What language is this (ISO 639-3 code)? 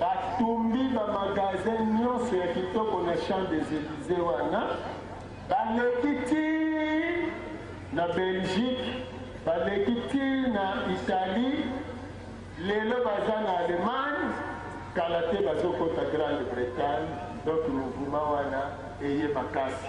lin